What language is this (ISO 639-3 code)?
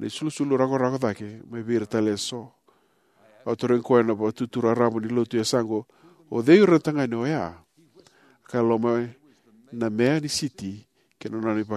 fij